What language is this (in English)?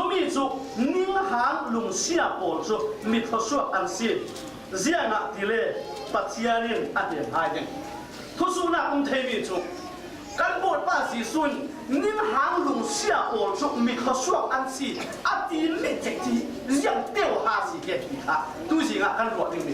Falam Chin